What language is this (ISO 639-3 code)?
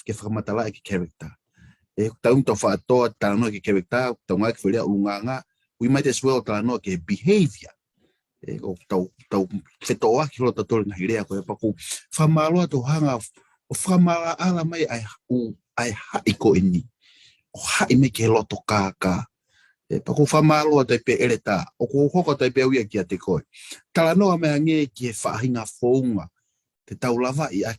ton